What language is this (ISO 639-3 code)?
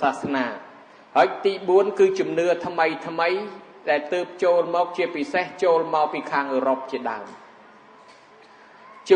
khm